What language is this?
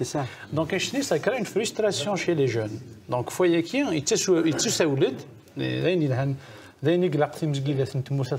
Kabyle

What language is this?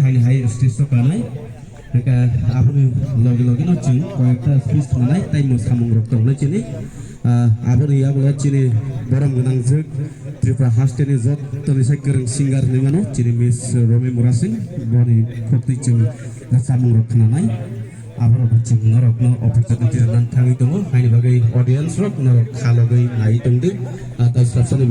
Kok Borok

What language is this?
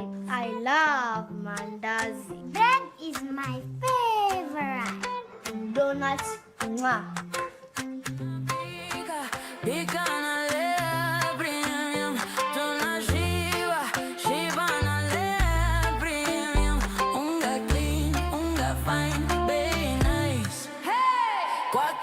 Meru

